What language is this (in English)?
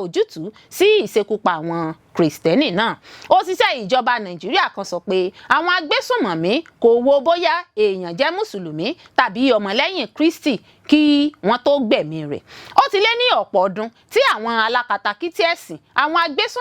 Yoruba